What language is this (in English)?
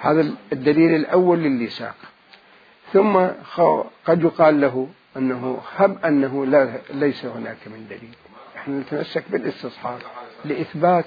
Mesopotamian Arabic